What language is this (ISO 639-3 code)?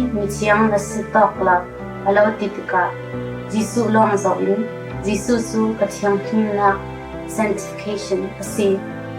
cfm